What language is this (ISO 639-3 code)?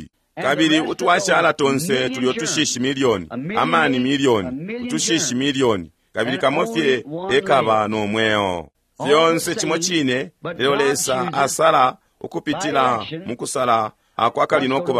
bem